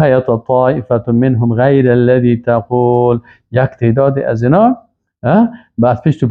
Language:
Persian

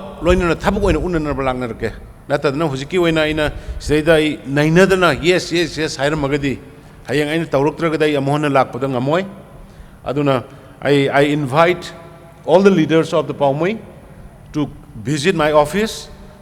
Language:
Manipuri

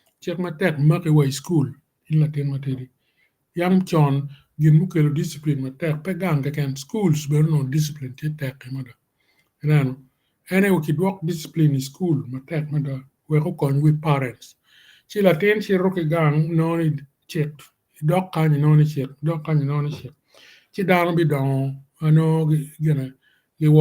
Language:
Acoli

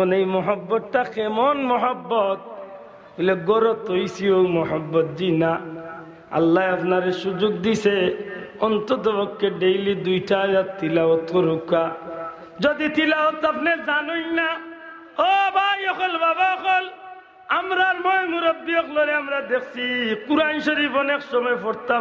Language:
Sylheti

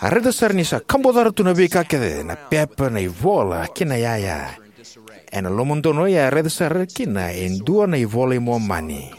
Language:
Fijian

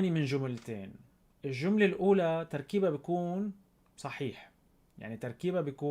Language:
North Levantine Arabic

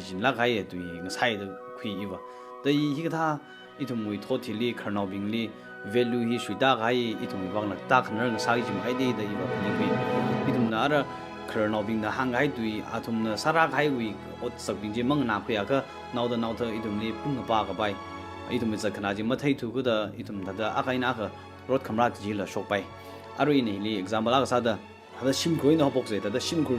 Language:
Tangkhul Naga (India)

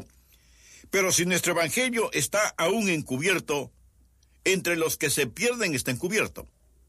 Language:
Spanish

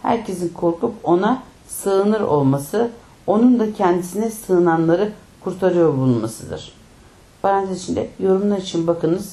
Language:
Turkish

